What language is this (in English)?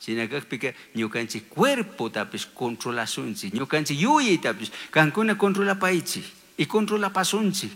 Chimborazo Highland Quichua